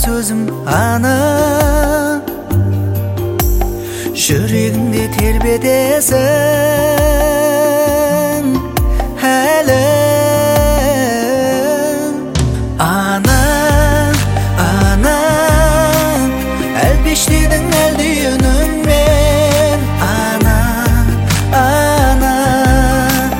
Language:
Kazakh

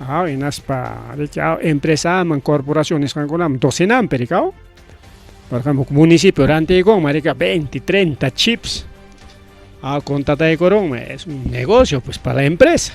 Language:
Ayacucho Quechua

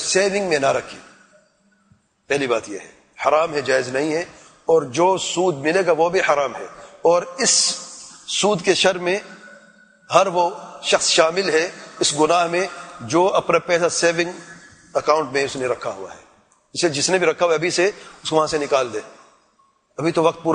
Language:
Urdu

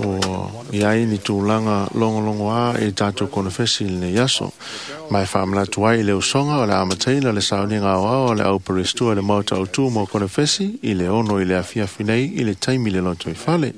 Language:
Samoan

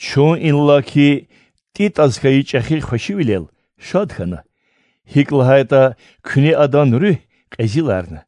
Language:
Lezghian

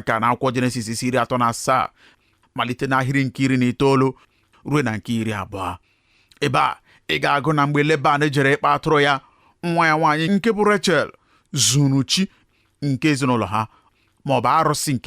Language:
Igbo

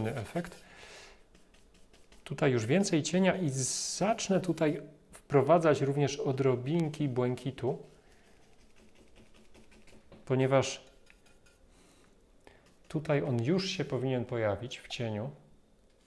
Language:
Polish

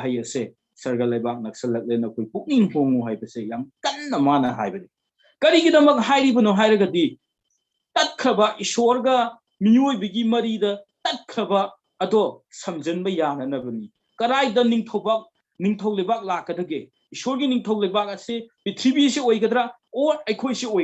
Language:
Manipuri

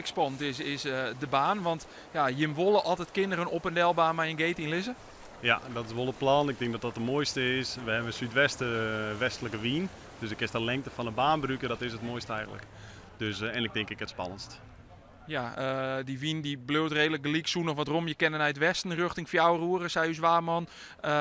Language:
Western Frisian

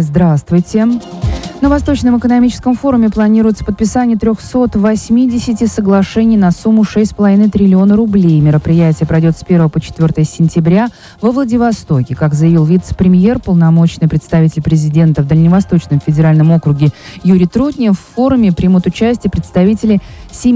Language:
Russian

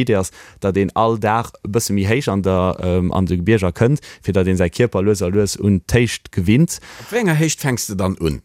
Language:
Luxembourgish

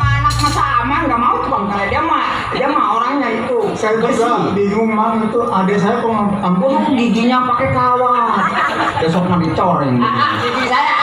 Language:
Betawi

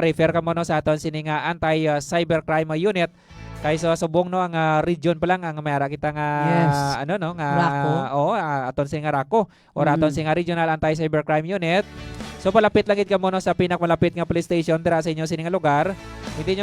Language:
Hiligaynon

